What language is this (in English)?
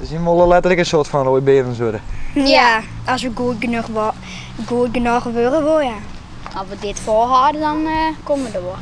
Western Frisian